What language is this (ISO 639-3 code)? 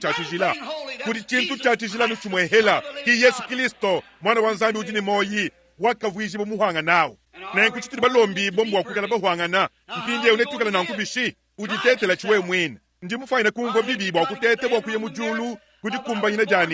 lua